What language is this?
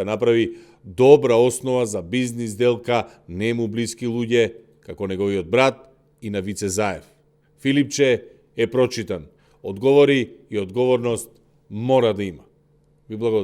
Macedonian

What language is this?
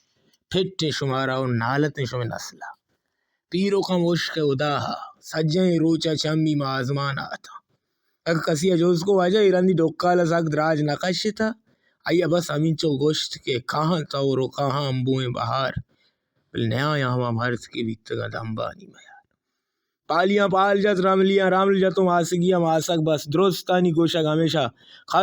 Baluchi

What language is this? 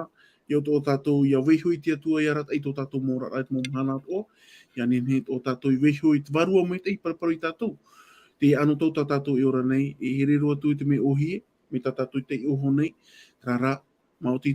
Tahitian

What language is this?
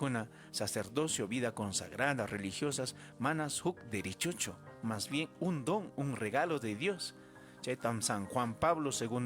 Ayacucho Quechua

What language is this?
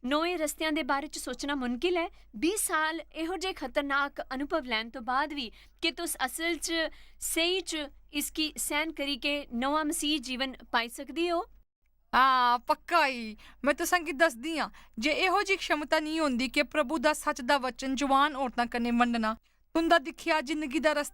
Dogri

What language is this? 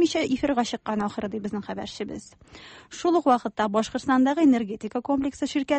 Tatar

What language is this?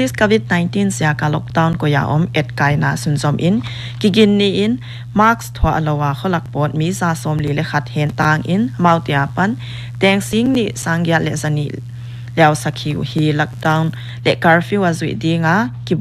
Paite Chin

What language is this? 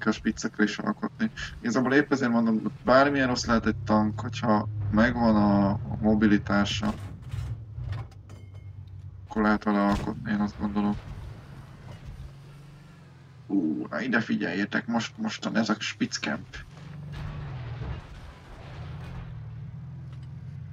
Hungarian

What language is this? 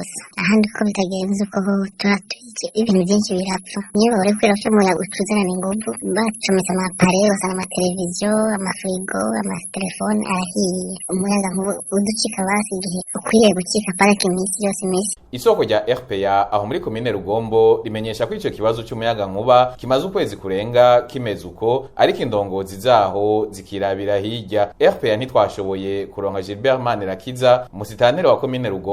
Rundi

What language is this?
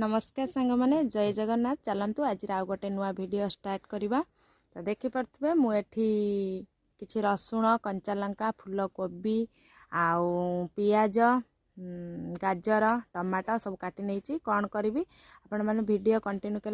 Odia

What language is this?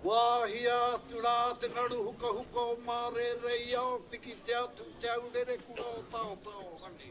Māori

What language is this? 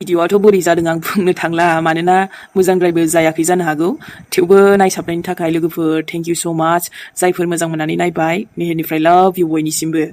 Bodo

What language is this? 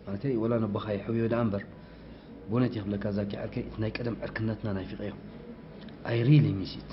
Tigrinya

